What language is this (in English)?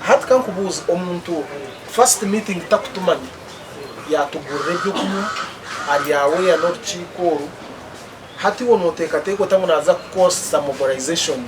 Nyankole